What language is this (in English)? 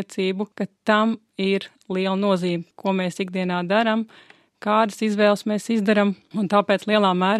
Latvian